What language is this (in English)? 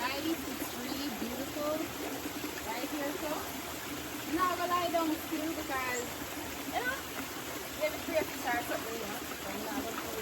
Jamaican Creole English